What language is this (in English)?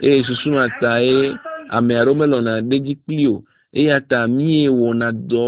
Ewe